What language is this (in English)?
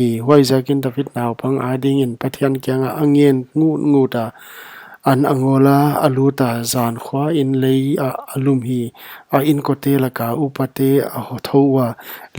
Paite Chin